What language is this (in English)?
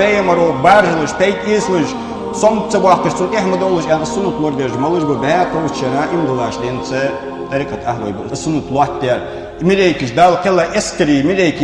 Ingush